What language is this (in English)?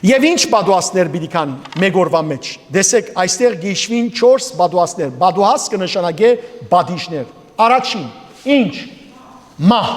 Western Armenian